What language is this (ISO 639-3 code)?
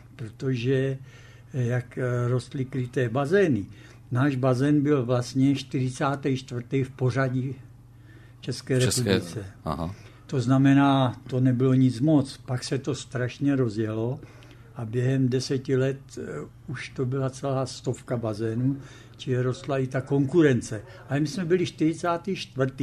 ces